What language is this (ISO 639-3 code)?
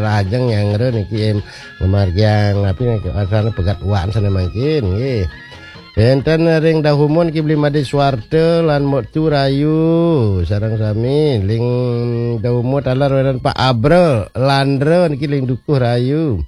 ban